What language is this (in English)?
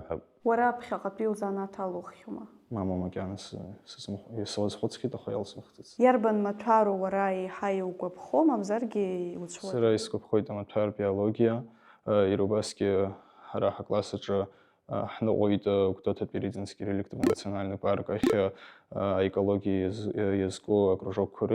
Abkhazian